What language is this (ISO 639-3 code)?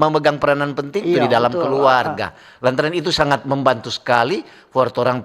xmm